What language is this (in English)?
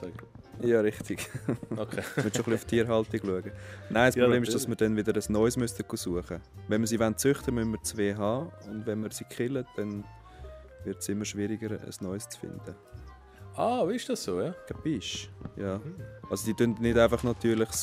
Swiss German